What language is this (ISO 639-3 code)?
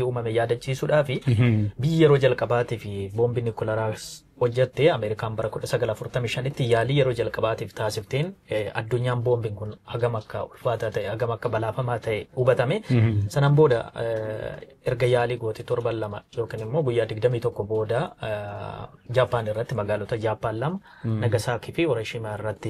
orm